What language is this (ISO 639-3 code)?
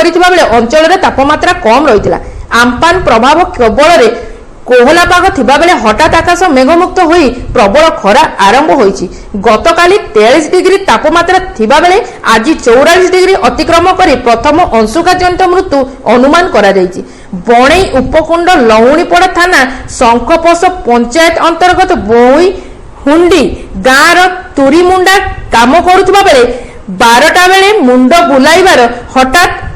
ori